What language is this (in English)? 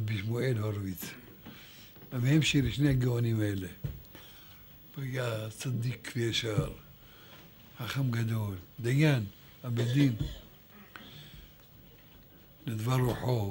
Hebrew